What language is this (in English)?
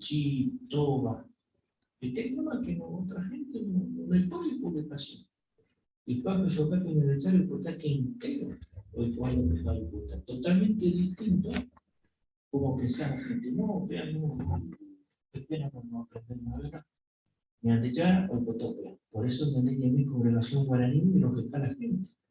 Guarani